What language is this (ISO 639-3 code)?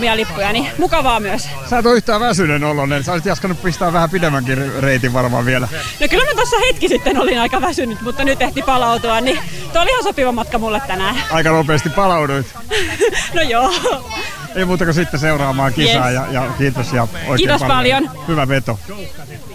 fin